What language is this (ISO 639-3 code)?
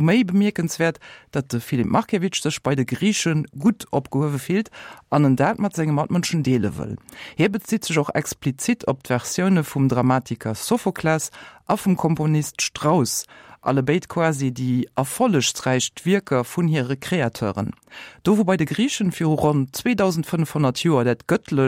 ltz